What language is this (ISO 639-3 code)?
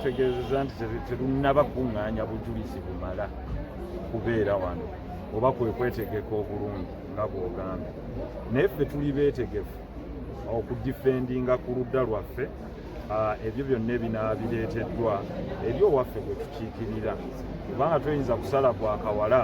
lug